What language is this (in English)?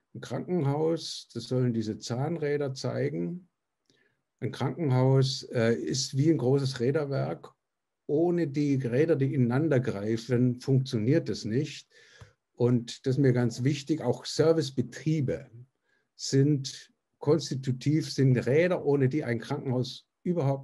German